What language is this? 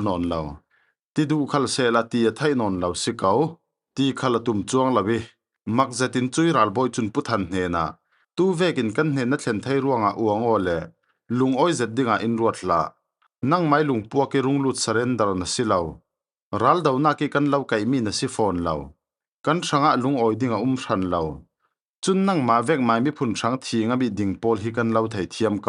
Falam Chin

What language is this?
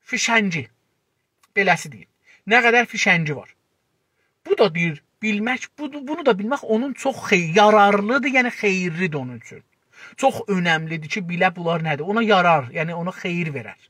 South Azerbaijani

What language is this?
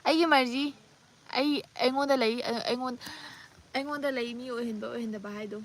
Manipuri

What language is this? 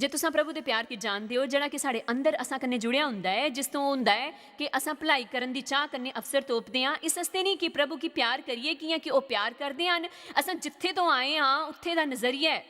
Dogri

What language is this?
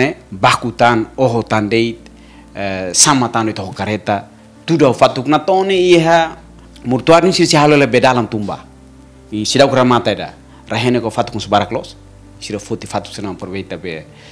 Tetum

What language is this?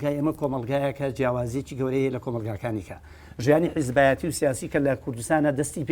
Central Kurdish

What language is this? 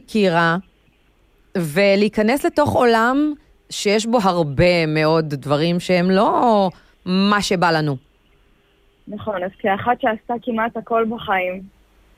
Hebrew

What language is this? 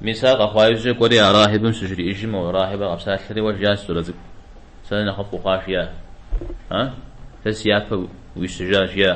Kabardian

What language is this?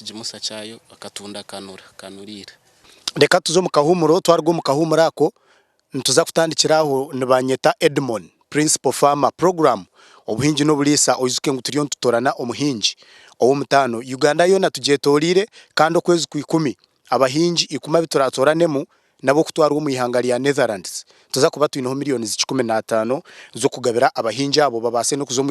Nyankole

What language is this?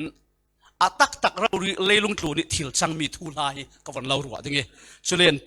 Falam Chin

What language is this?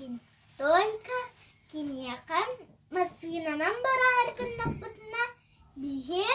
Yakut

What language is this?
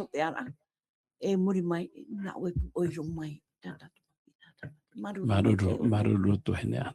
Tahitian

